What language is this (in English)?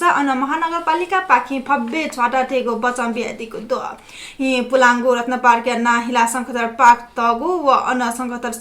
Newari